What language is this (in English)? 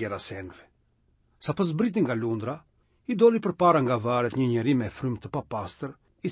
Albanian